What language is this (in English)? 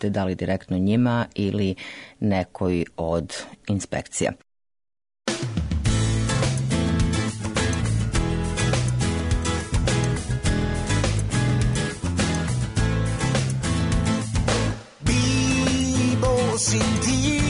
Serbian